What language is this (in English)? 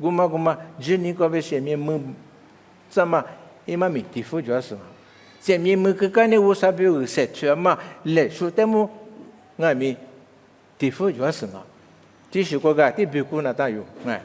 Lisu